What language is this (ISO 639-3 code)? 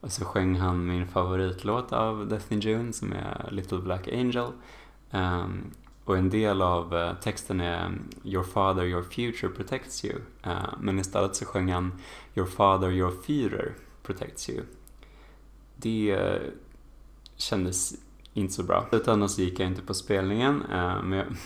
swe